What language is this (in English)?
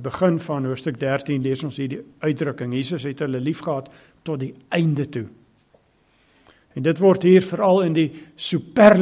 Afrikaans